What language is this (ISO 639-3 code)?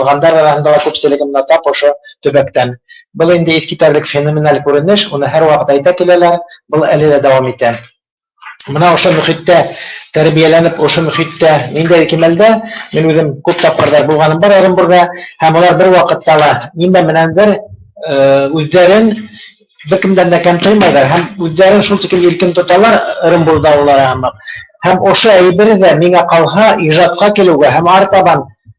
bak